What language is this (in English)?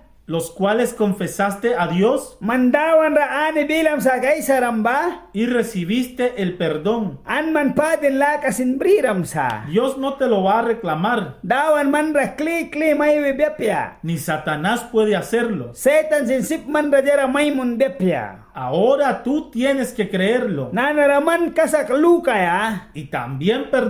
Mískito